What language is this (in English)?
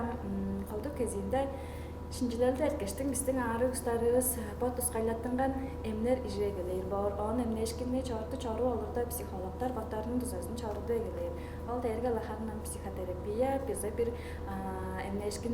Tuvinian